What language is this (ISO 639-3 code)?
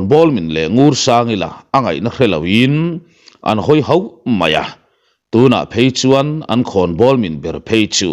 lus